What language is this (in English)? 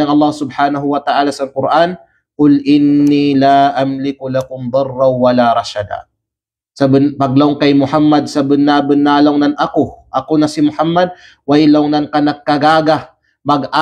Kalagan